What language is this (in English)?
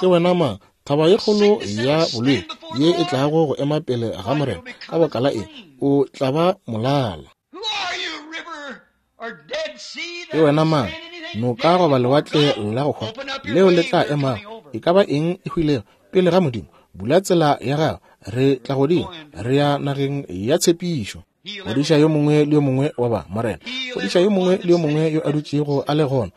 Northern Sotho